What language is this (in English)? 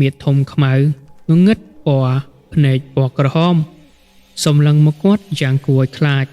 Khmer